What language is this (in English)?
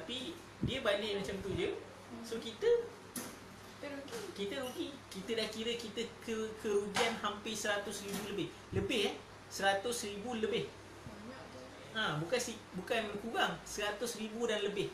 Malay